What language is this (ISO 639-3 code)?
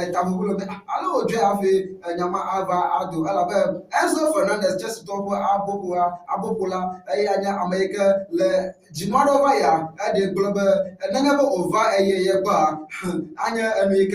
ewe